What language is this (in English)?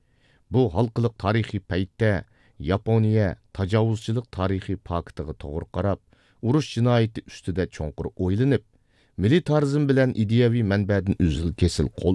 Uyghur